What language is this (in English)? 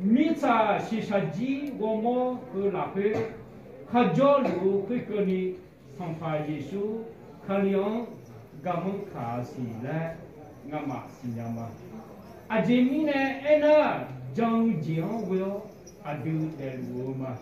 Akha